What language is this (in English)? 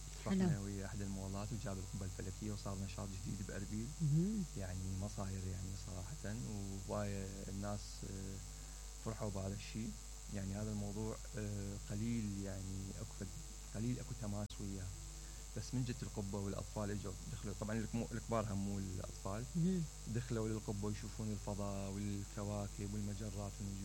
Mesopotamian Arabic